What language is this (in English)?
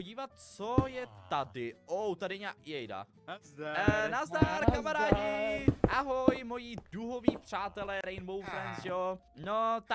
Czech